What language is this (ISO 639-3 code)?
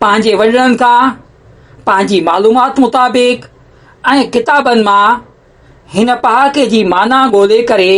snd